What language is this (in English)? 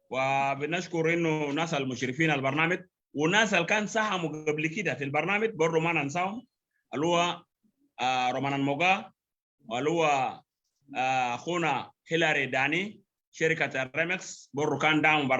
Sudanese Arabic